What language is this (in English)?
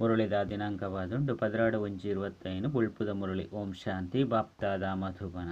Tulu